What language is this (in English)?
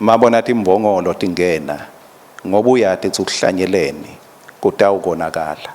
Swati